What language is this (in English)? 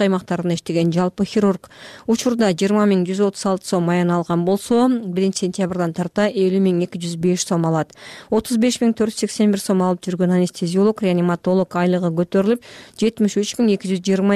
Kyrgyz